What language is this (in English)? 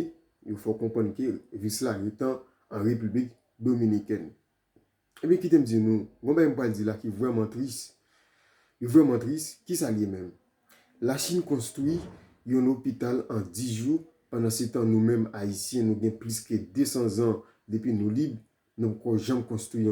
Haitian Creole